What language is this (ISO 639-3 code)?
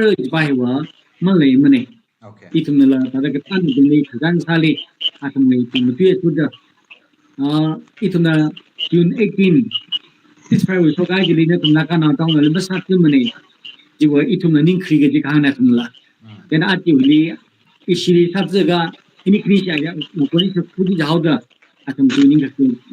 nmf